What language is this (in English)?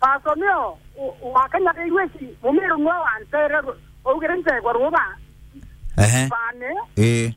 Meru